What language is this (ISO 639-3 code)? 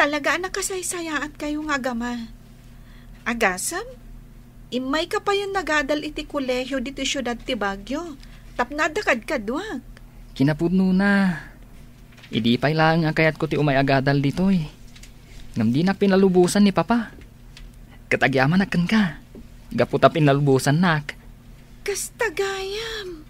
ilo